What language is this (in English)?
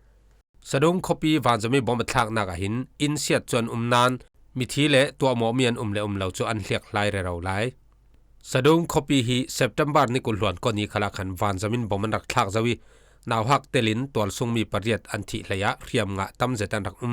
Falam Chin